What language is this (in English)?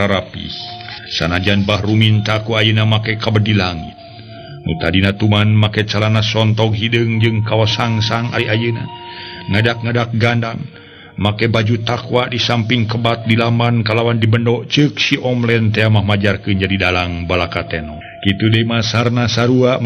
Sundanese